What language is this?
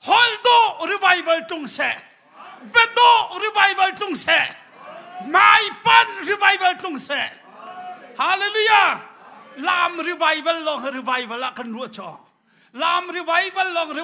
Hakha Chin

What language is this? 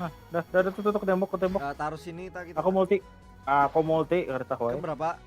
Banjar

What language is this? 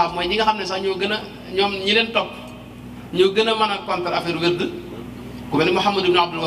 Wolof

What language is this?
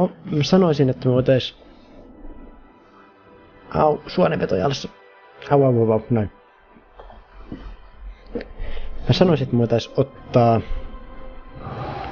Finnish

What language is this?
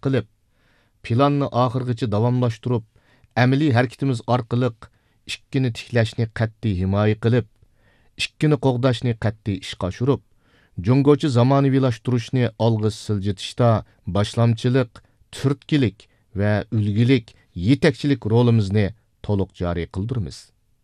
Uyghur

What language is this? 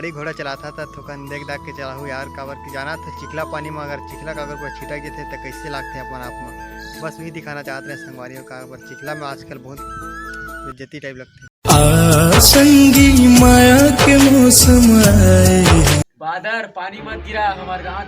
Chhattisgarhi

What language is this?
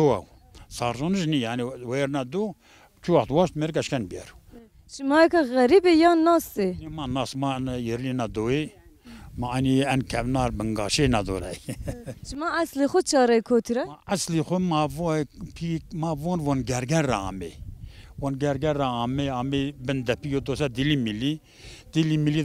Zaza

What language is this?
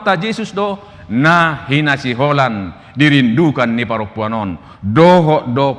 Batak Toba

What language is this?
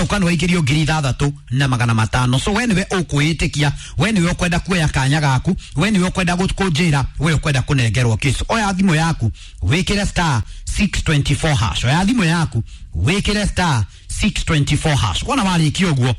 Kikuyu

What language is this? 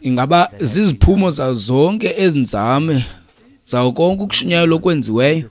Xhosa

